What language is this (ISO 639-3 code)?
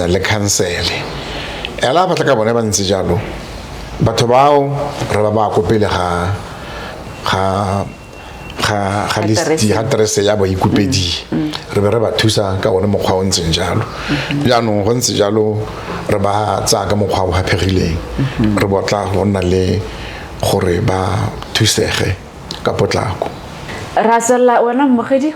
tsn